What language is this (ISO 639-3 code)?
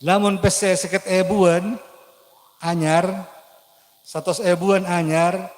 mad